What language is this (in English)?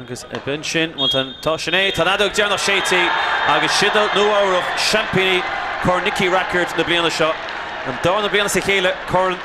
Irish